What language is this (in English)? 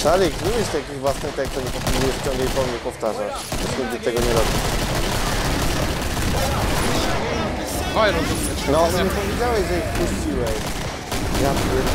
Polish